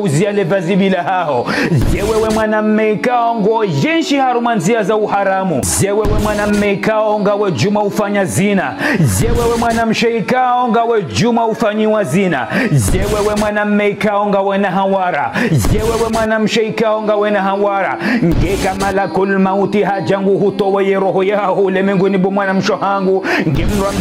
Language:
Ngazidja Comorian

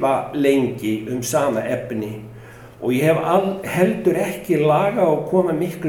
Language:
Icelandic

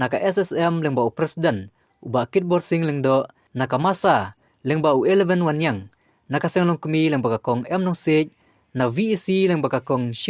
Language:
Khasi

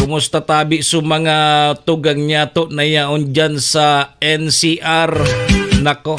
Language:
Bikol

